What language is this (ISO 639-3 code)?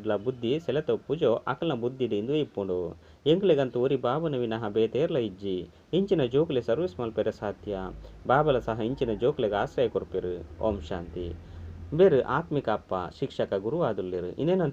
tcy